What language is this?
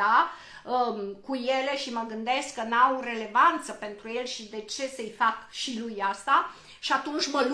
Romanian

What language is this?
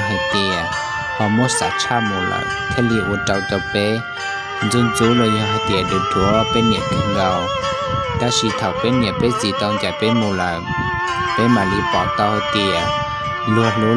Hmong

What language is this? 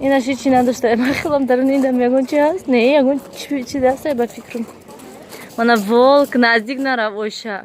Tajik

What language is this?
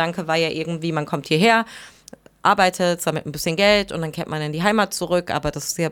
German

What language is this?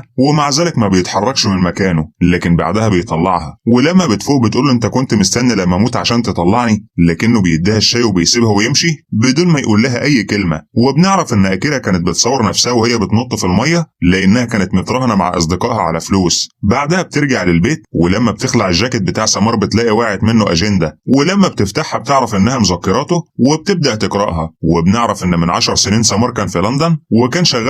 Egyptian Arabic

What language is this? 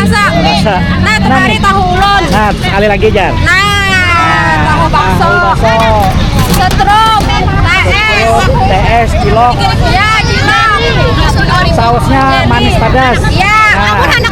Banjar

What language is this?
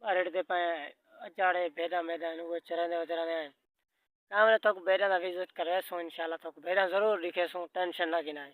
Saraiki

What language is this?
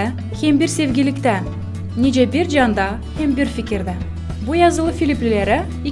Gagauz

